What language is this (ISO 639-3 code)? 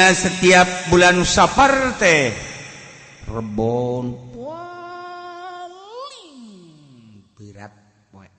sun